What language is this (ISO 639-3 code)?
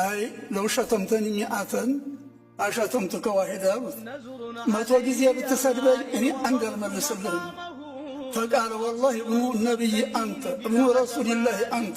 amh